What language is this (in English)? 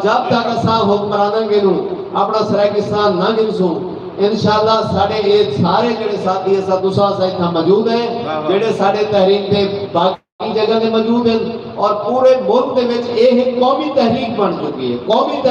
Saraiki